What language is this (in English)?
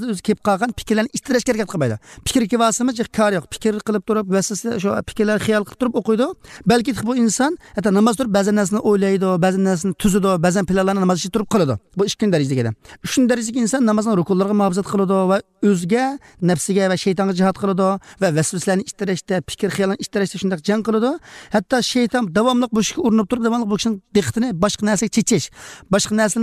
Uyghur